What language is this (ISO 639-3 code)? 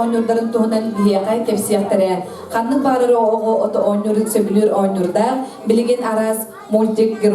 sah